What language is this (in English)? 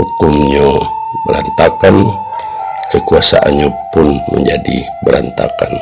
Minangkabau